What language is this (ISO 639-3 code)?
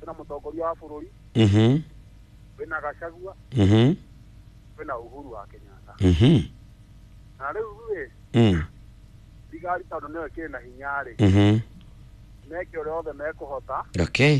kik